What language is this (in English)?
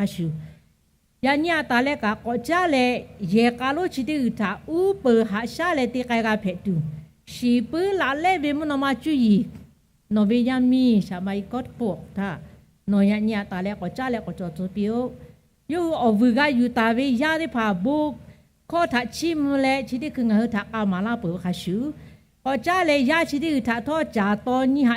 Lahu